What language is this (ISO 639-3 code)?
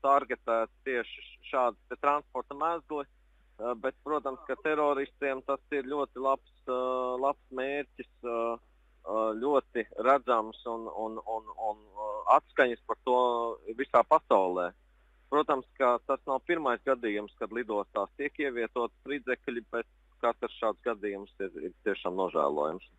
lav